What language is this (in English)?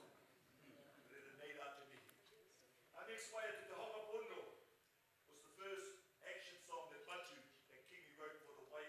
Māori